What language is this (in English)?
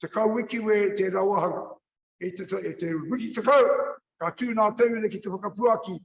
Māori